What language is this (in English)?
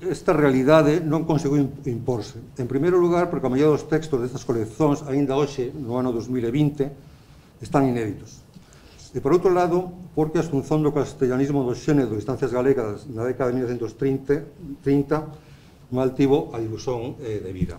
Galician